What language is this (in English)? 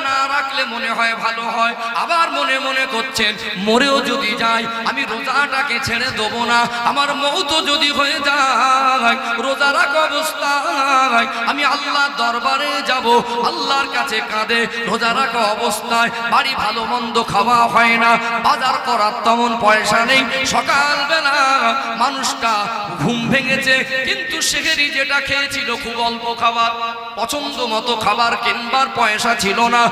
Bangla